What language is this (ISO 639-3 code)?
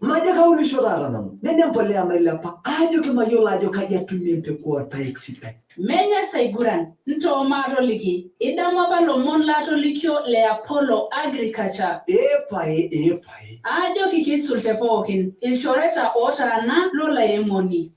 mas